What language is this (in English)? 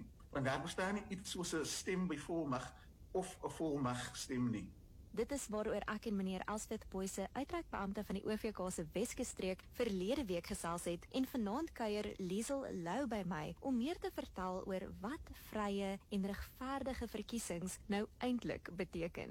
Afrikaans